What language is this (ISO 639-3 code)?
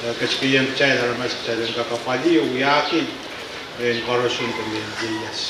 pon